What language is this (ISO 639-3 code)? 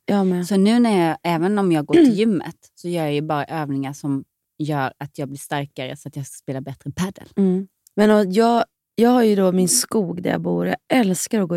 swe